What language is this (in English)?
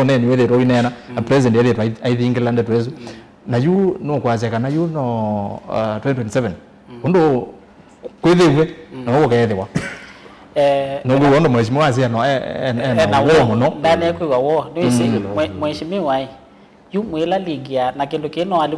Kamba